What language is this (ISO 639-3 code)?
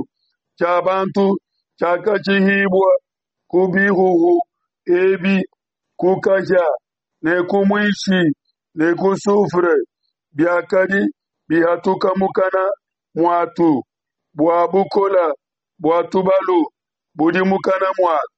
lua